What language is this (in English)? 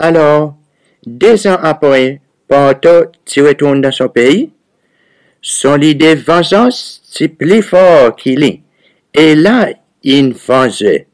Seselwa Creole French